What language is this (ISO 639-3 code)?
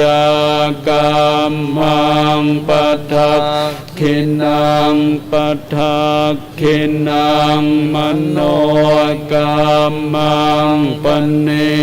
pli